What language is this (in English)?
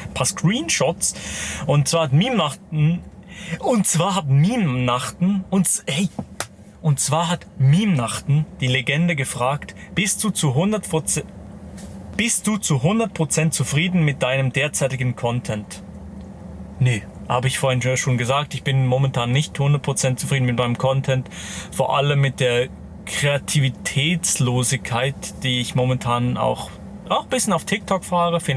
Swiss German